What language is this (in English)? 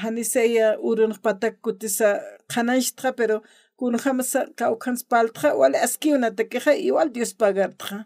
Aymara